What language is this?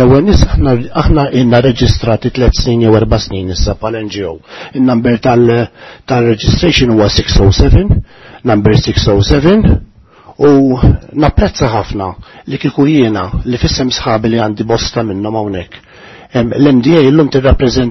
Maltese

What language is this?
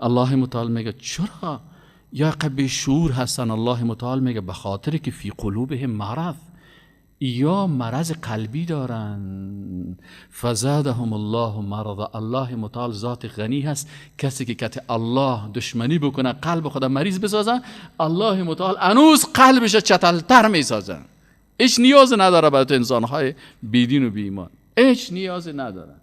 Persian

